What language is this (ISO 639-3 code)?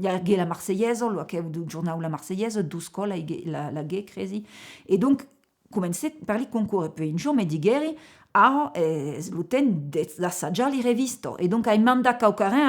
oci